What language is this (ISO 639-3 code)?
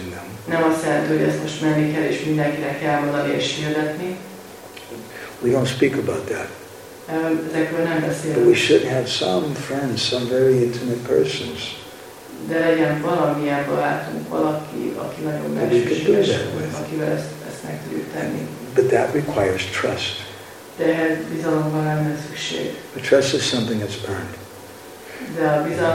hun